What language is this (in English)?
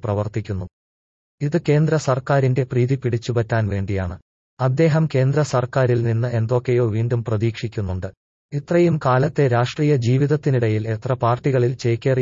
Malayalam